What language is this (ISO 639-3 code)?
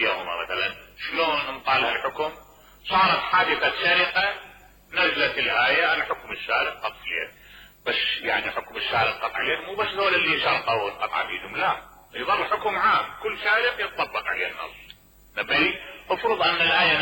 acm